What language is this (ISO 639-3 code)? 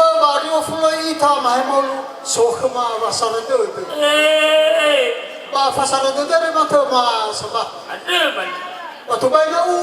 nia